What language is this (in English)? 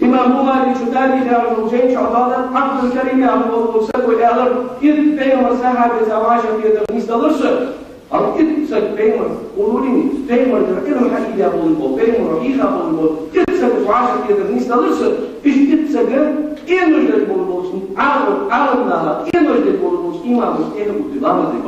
Ingush